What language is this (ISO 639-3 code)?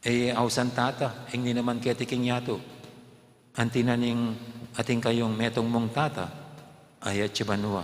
pam